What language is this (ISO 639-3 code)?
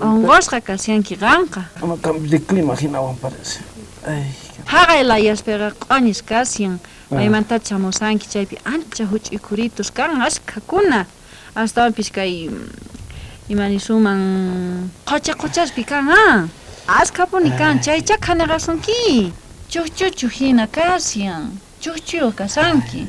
quh